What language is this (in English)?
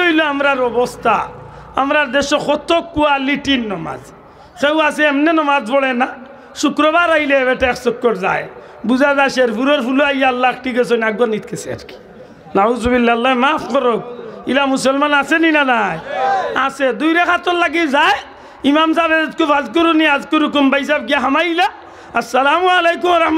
Sylheti